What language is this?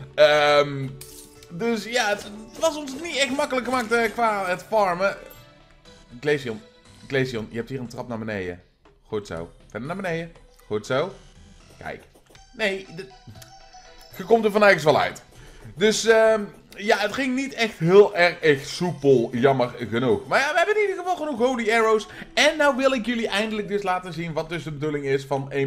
Dutch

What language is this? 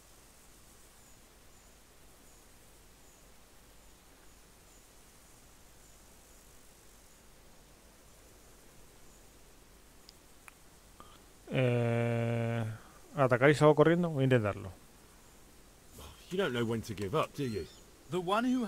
Spanish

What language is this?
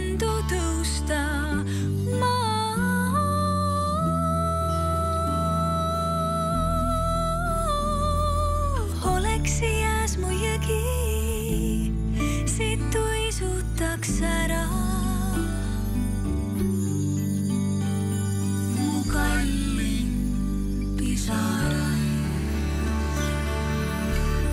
Estonian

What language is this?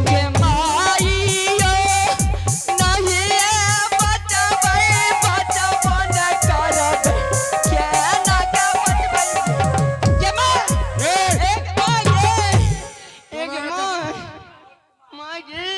Angika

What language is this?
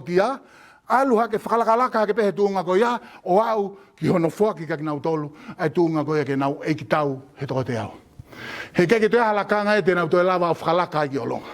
Tongan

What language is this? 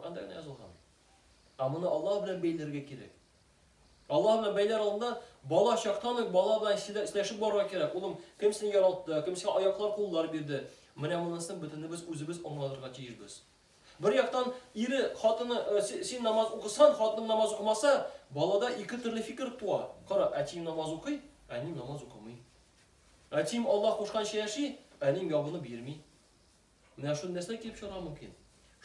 Tatar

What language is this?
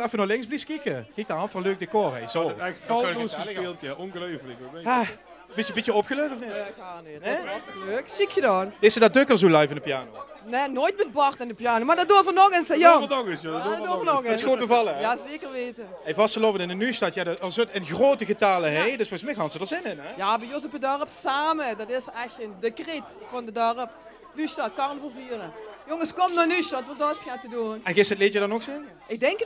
Limburgish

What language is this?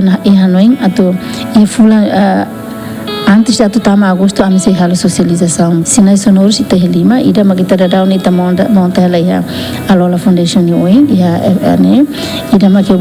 Tetum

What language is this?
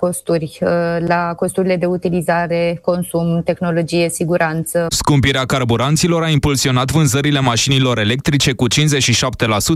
Romanian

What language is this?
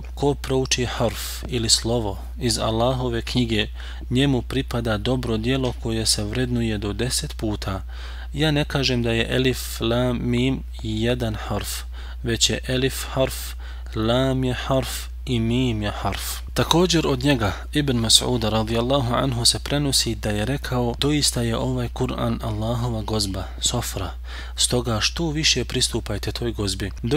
Bosnian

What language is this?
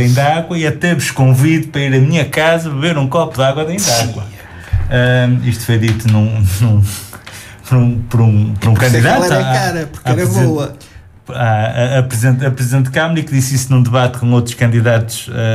Portuguese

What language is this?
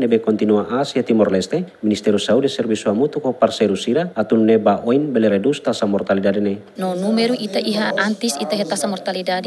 Tetum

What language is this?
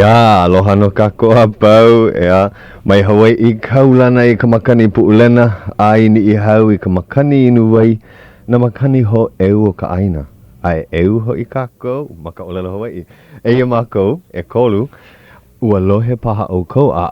Hawaiian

